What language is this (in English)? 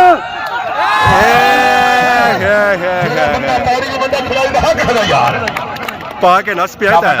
Pahari-Potwari